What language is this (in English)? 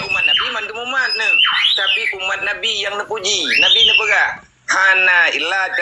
Achinese